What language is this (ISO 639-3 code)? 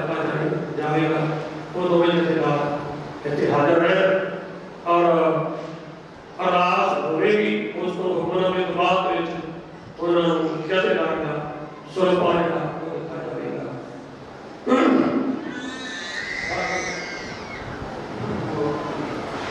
pan